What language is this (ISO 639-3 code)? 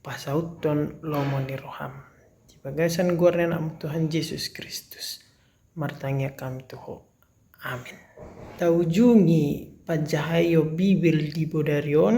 bbc